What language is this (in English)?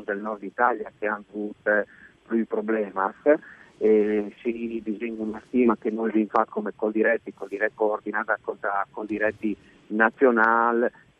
Friulian